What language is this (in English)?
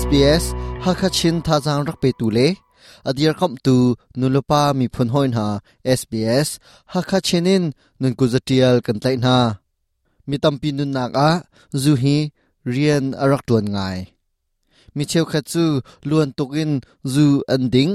Hakha Chin